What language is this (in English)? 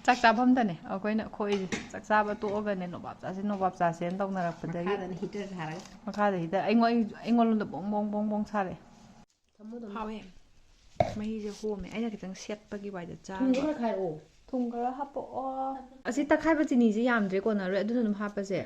Manipuri